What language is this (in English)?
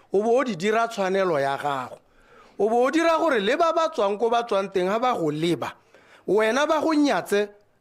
Tswana